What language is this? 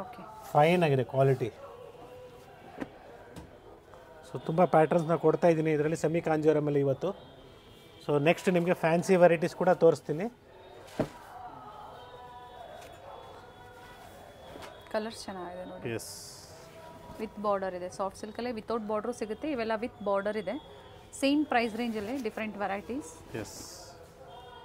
Kannada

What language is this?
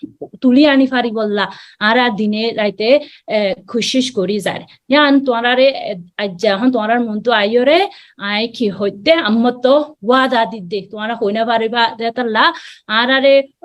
Rohingya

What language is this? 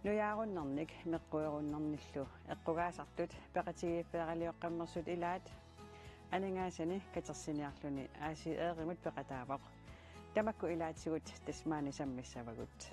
Kalaallisut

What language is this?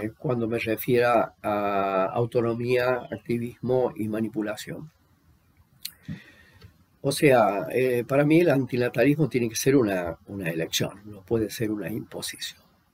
Spanish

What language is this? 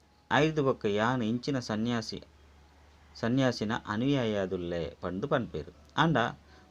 Tulu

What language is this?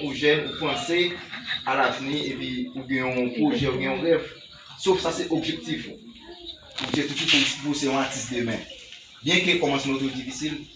Haitian Creole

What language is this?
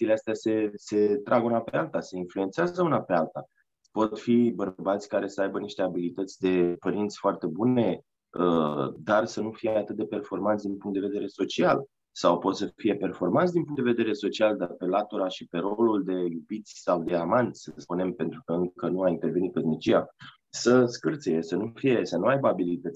Romanian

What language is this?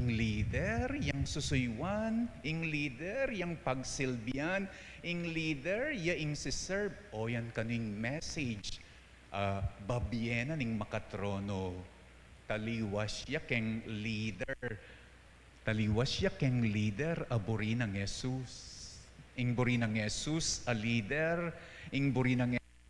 Pampanga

